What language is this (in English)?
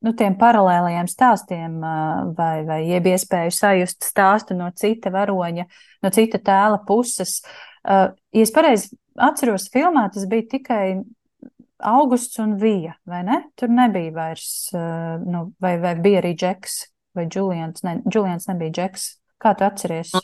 Latvian